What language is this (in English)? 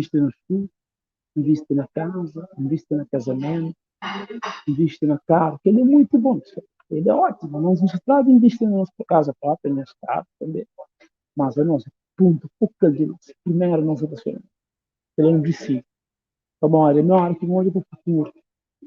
Kabuverdianu